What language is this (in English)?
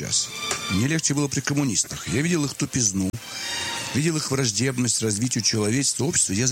Russian